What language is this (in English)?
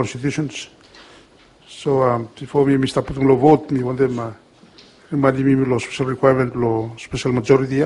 Bislama